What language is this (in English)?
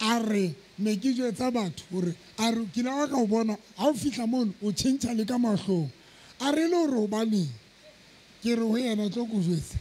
Southern Sotho